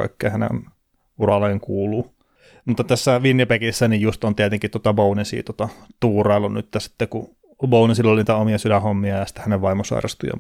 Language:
Finnish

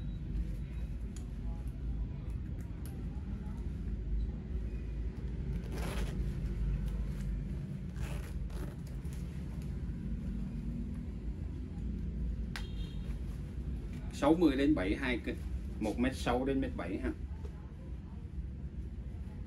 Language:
Vietnamese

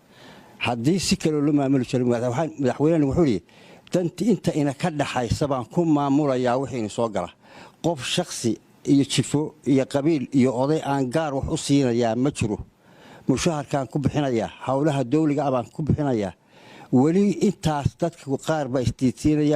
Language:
Somali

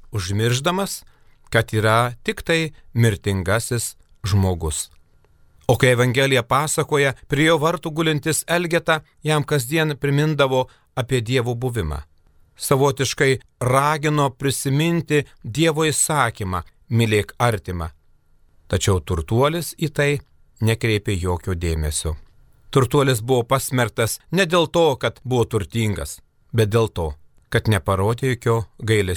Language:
Lithuanian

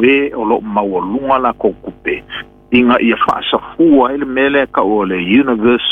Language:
Samoan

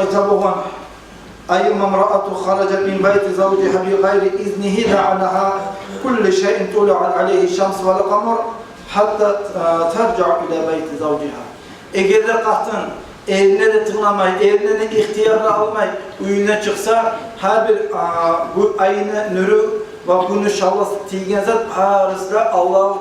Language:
Kumyk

